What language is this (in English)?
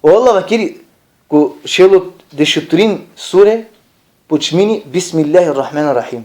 Balkan Romani